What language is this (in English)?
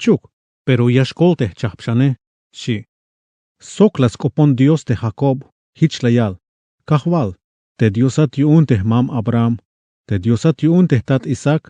Tzeltal